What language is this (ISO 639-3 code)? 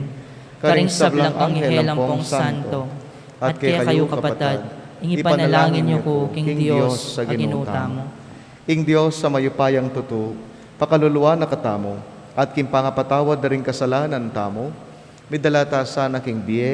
pam